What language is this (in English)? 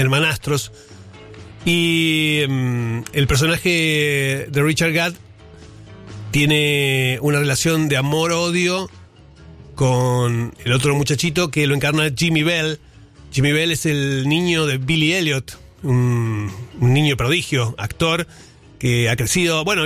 Spanish